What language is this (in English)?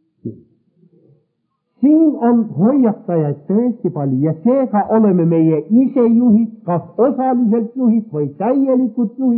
Estonian